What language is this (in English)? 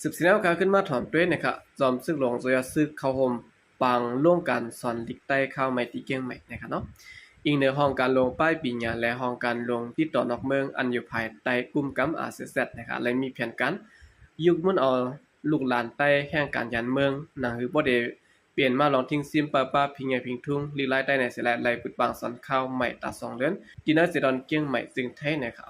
Shan